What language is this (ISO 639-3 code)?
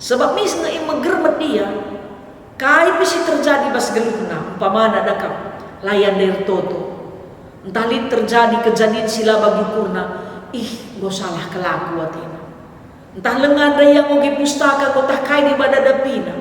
btx